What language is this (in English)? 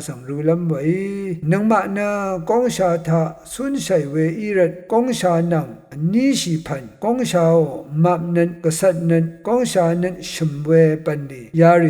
Rawang